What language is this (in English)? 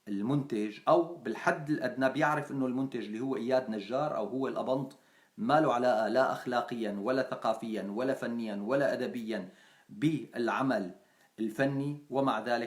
North Levantine Arabic